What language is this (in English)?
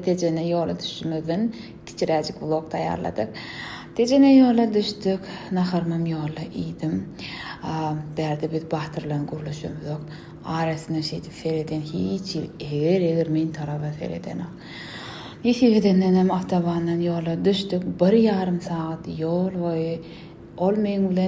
Turkmen